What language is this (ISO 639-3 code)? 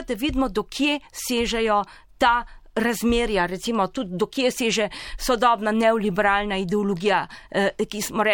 slv